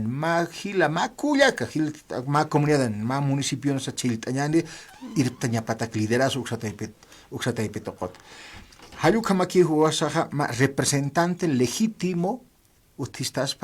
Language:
Aymara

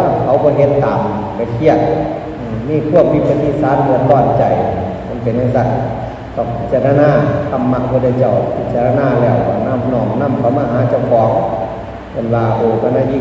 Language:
Northeastern Thai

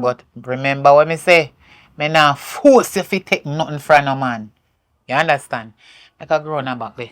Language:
Jamaican Creole English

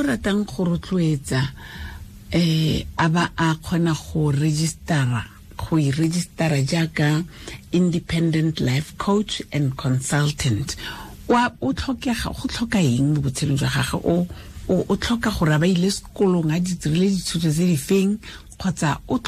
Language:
Tswana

